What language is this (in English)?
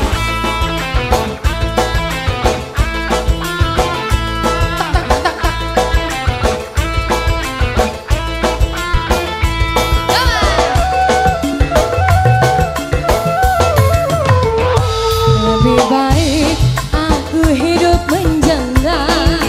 Indonesian